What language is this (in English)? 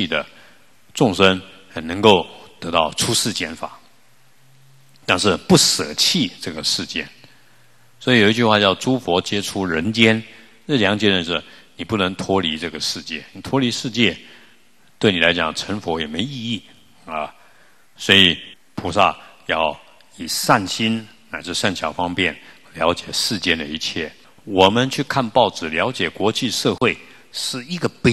Chinese